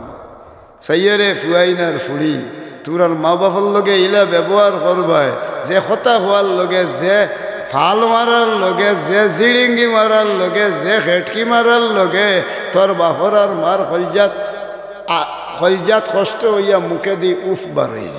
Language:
Sylheti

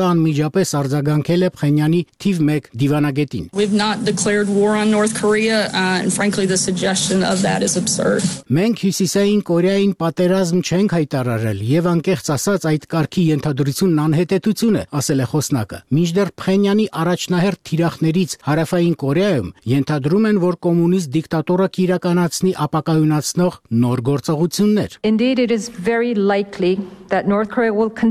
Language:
Armenian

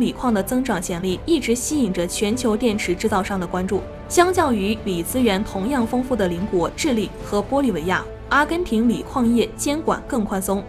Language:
Chinese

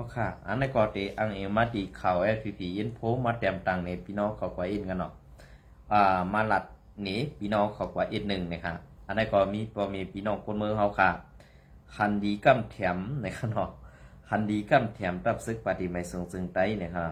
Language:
Shan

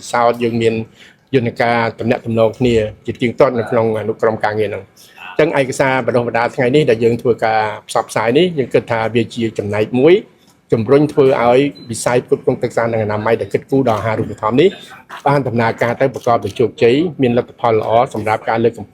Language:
Khmer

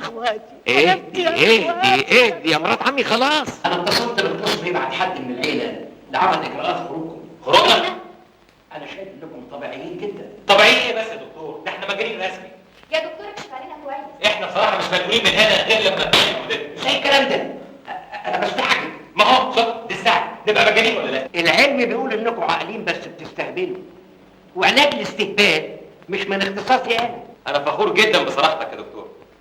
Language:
Egyptian Arabic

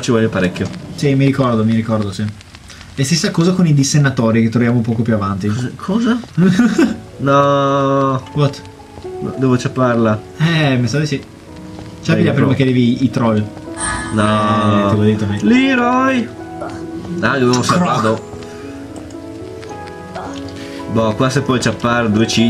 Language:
Italian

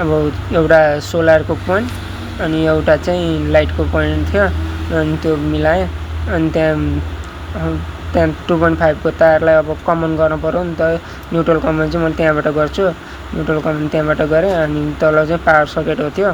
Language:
Nepali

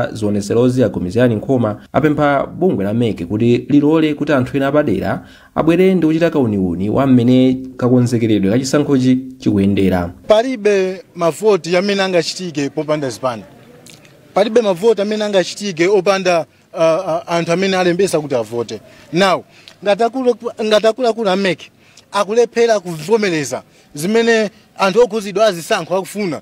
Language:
Nyanja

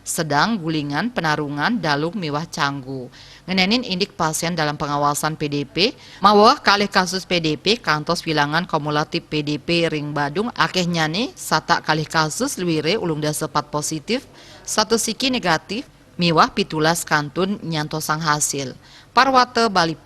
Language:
Balinese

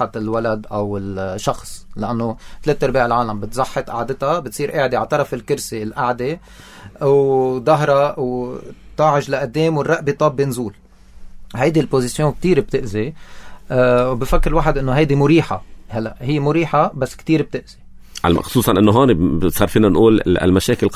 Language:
North Levantine Arabic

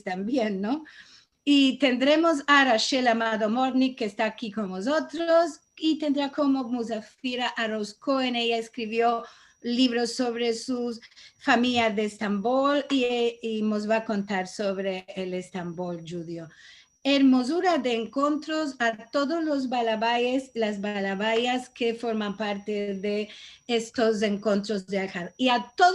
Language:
Ladino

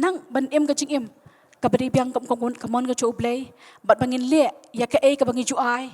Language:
Khasi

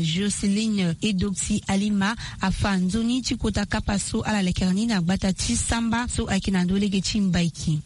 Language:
Sango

